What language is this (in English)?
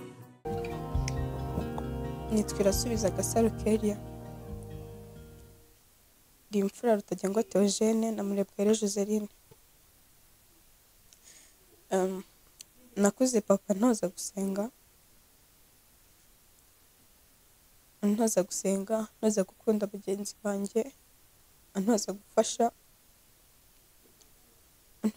Kinyarwanda